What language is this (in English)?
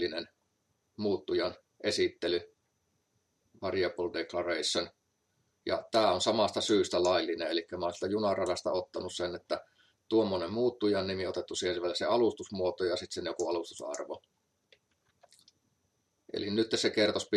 Finnish